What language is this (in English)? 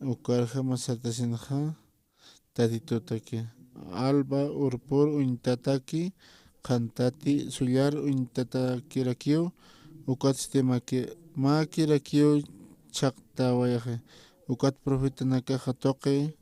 Aymara